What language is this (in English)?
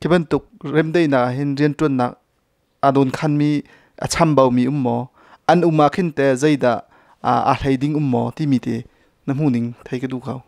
Hakha Chin